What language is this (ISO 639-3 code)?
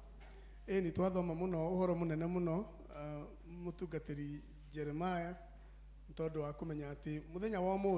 kik